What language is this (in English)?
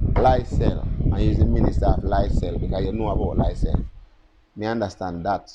Jamaican Creole English